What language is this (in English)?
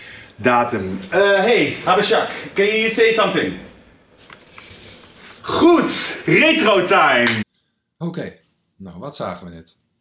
Dutch